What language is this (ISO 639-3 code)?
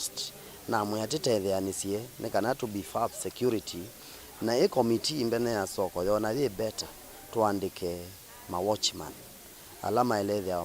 kam